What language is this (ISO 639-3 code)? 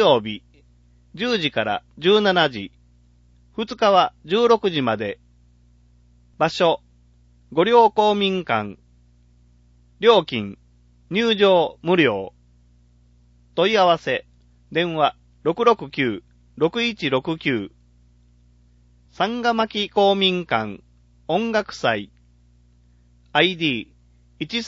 jpn